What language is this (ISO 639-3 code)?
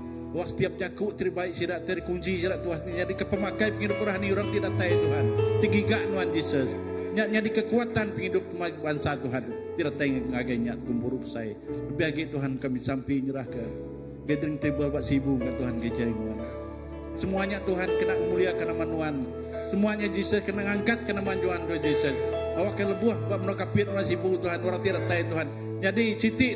iba